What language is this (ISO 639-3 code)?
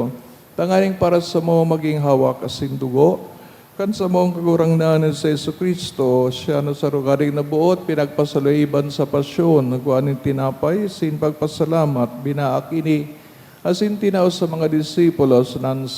bik